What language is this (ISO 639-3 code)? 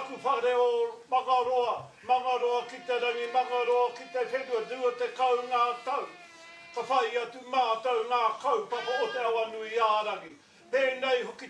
mri